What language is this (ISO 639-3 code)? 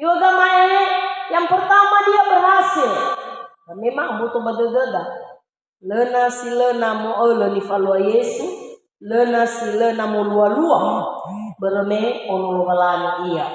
nia